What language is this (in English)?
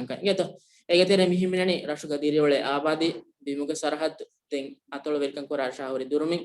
Divehi